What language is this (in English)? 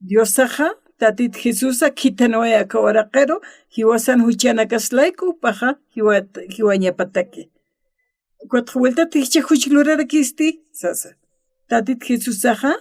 Aymara